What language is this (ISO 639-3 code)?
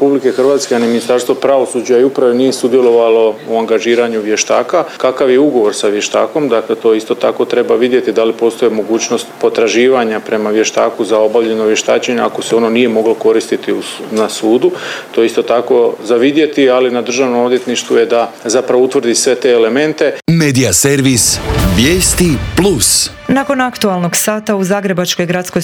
hrv